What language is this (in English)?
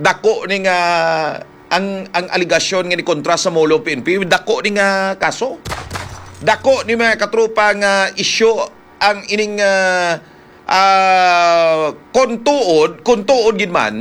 Hiligaynon